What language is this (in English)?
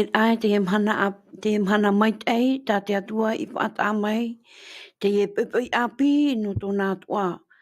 Tahitian